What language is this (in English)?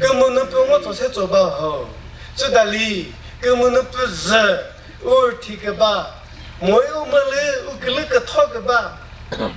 Chokri Naga